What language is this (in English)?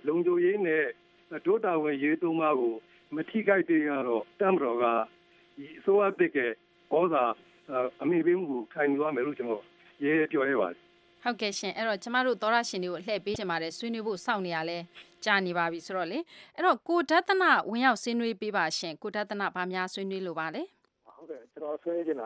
Burmese